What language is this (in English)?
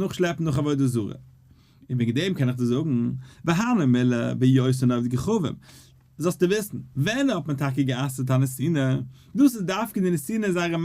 Yiddish